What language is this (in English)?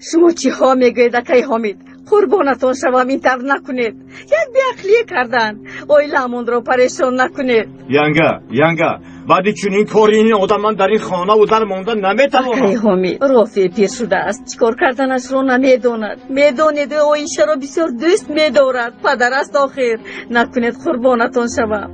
Tajik